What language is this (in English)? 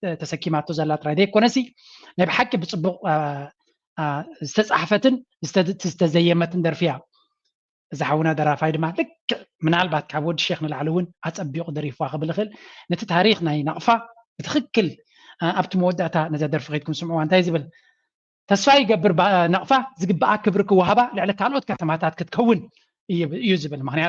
Tigrinya